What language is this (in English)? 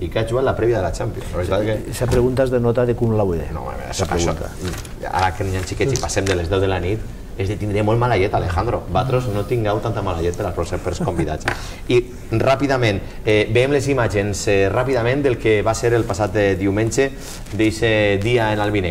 Catalan